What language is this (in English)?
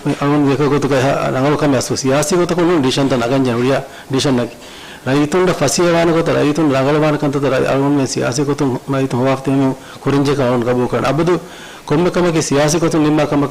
Divehi